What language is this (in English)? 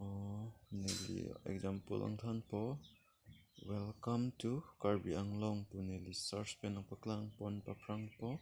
Karbi